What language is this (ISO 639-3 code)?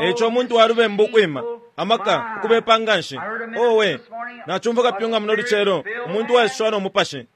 bem